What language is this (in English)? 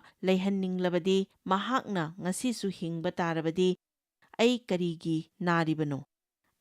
Manipuri